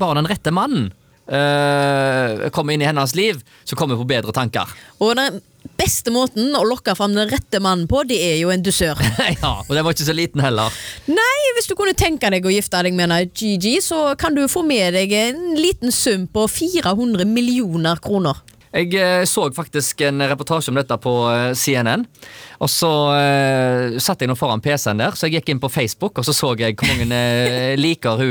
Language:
Norwegian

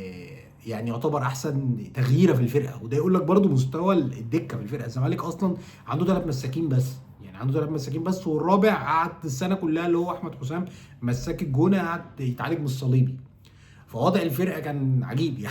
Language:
Egyptian Arabic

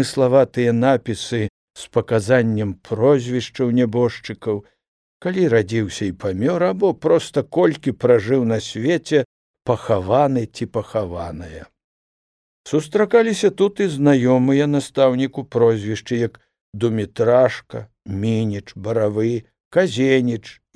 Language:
Belarusian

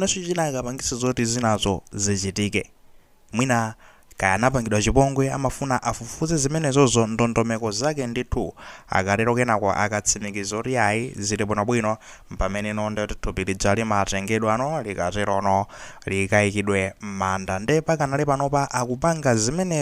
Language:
Nyanja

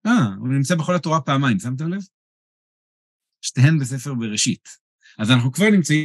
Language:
Hebrew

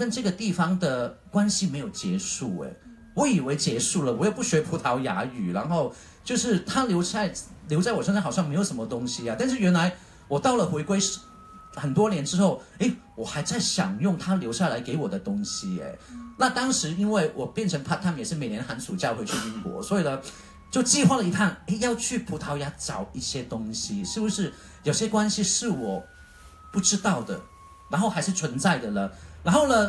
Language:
Chinese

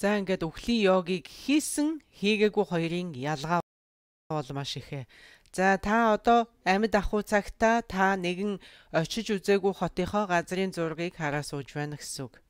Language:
Mongolian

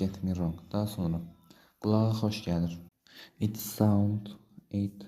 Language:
Azerbaijani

